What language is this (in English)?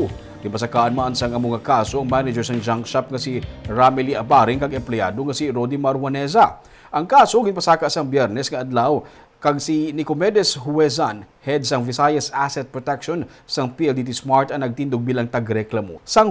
Hiligaynon